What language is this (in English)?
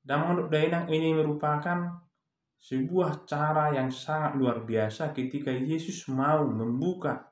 Batak Toba